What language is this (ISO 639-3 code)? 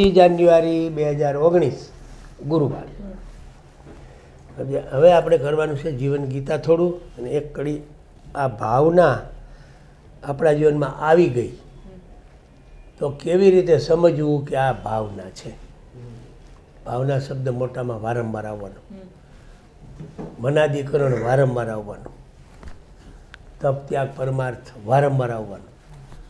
guj